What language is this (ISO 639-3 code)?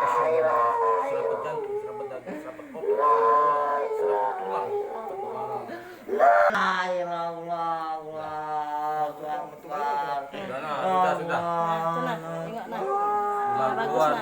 mui